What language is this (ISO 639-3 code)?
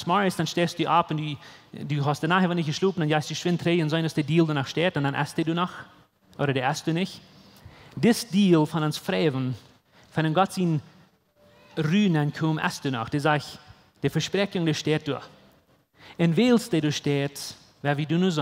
pdt